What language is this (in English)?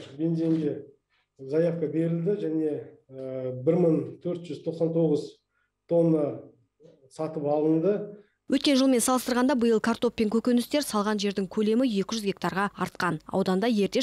Kazakh